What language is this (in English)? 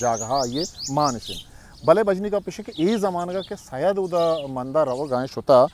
Eastern Balochi